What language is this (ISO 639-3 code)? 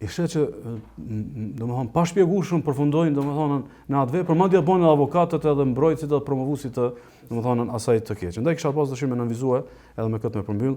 sqi